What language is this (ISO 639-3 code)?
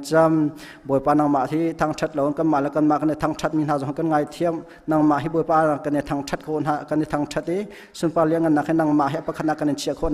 cnh